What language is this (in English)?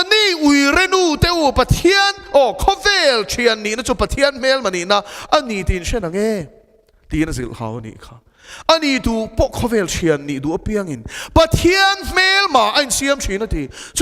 Mizo